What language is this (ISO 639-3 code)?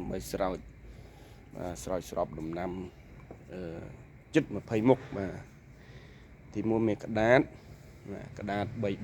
khm